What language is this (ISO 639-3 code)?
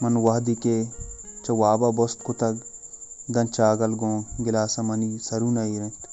bal